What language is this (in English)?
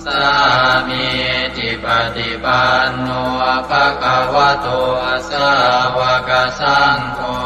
Pali